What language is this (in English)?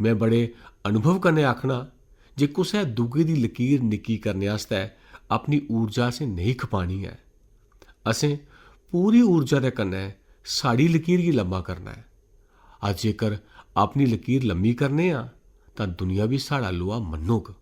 Dogri